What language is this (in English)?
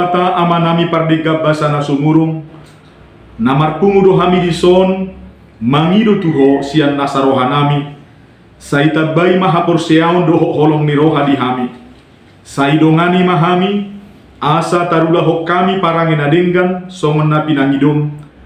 Batak Toba